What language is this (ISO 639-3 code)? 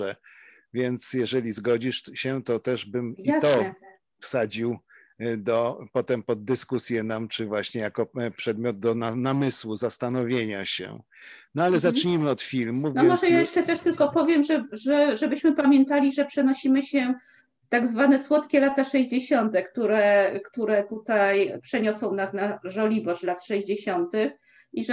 pol